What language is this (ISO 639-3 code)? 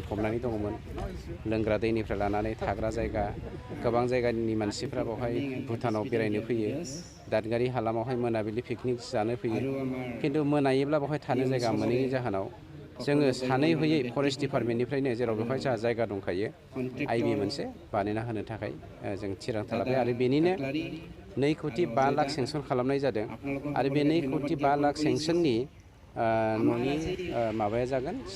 brx